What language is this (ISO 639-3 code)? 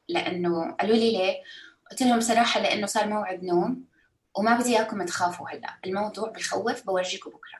apc